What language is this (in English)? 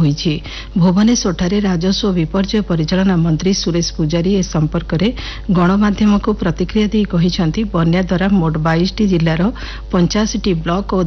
Odia